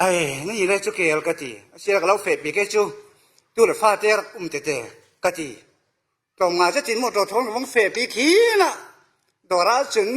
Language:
Falam Chin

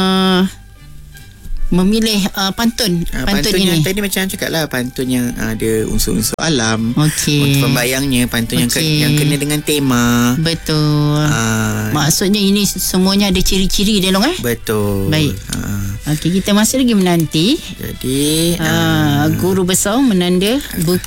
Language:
Malay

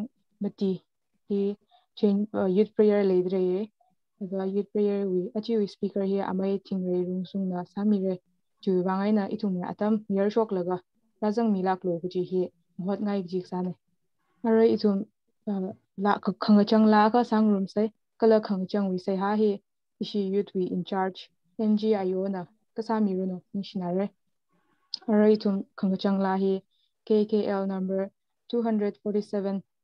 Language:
Tangkhul Naga (India)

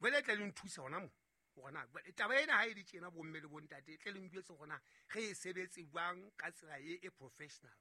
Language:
Southern Sotho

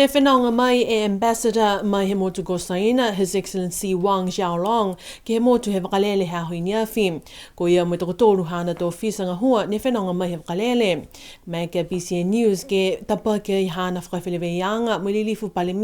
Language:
Niuean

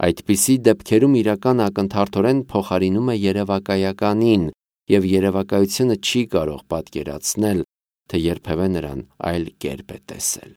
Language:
Armenian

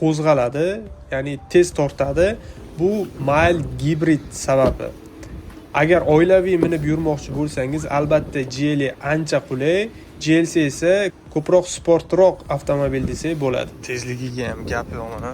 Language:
Uzbek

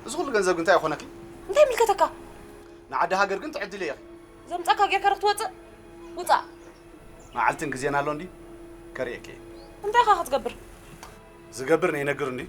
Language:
Tigrinya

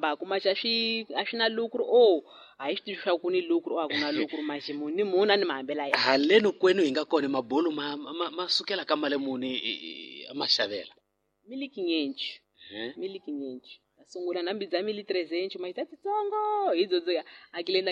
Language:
Tsonga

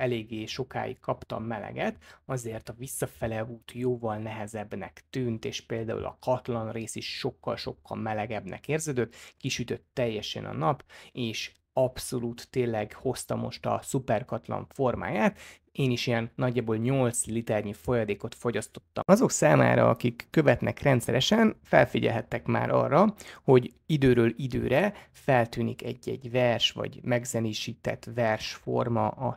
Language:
Hungarian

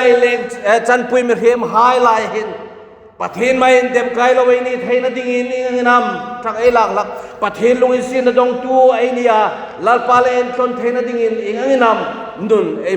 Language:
Hmar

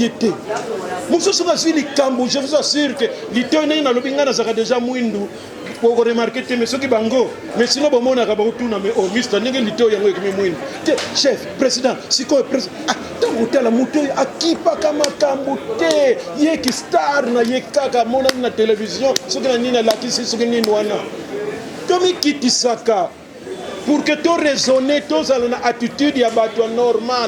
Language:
Lingala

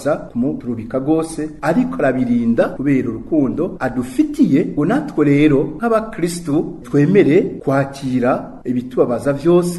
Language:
Rundi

